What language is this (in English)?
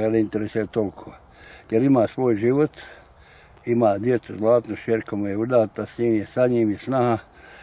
Bosnian